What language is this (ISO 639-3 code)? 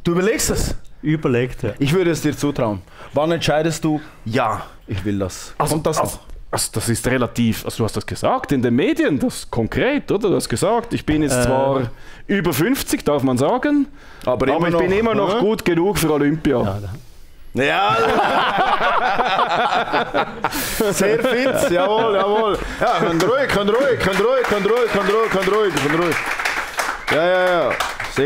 deu